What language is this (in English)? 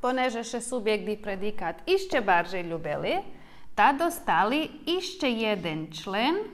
Rusyn